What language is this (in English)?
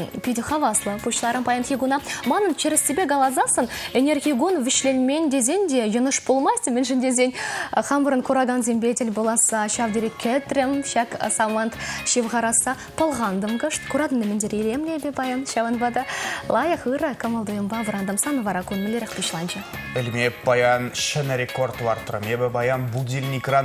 Chuvash